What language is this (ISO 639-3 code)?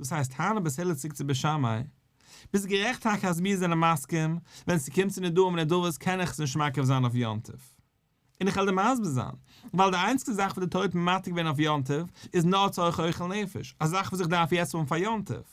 yid